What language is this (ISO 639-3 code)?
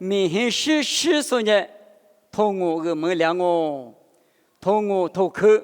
lis